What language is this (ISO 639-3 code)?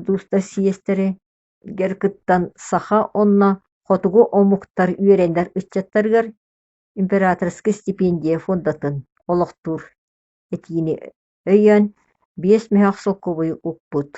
sah